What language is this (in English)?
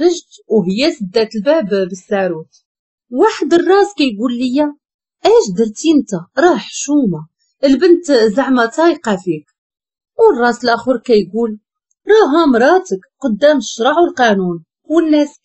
Moroccan Arabic